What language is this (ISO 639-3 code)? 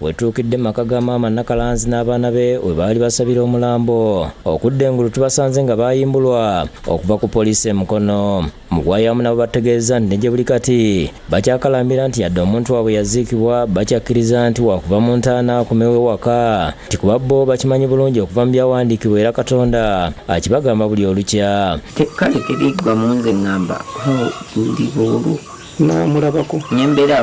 lug